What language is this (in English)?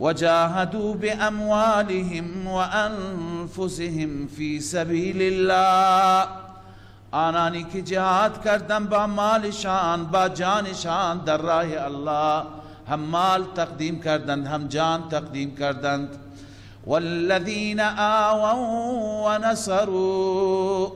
Persian